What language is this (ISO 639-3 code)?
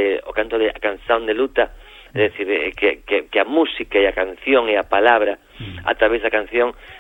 glg